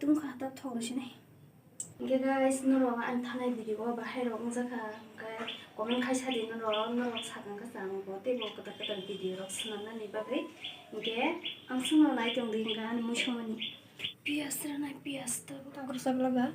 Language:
Kok Borok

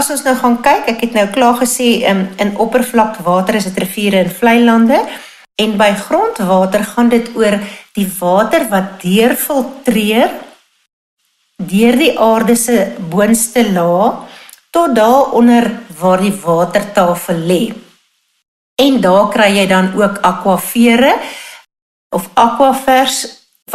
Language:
Afrikaans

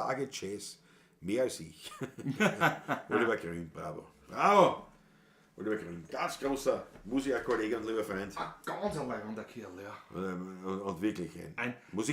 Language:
Bavarian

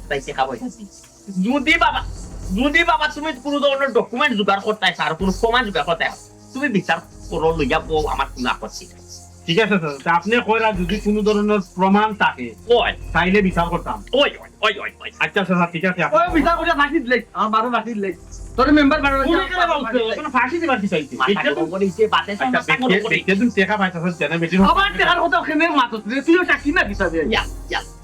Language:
Sylheti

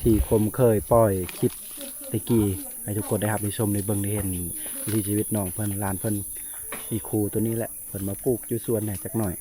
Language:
Lao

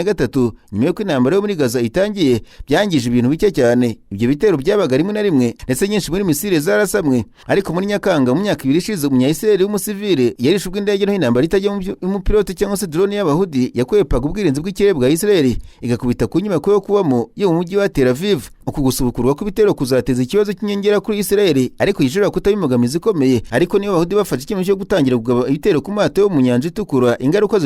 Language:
Kinyarwanda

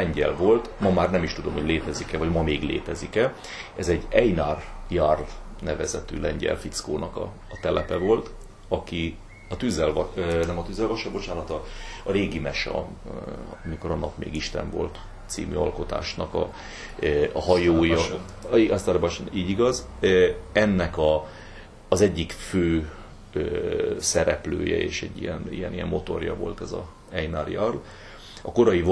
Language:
Hungarian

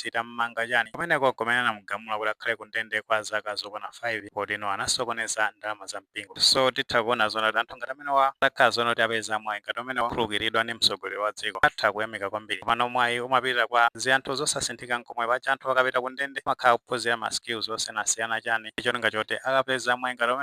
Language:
Nyanja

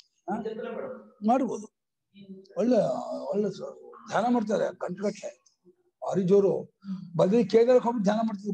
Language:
Kannada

